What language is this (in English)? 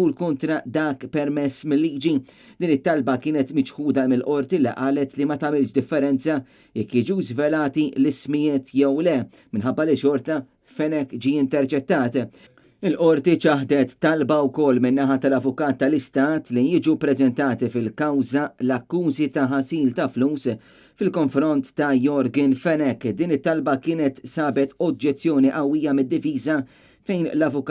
Maltese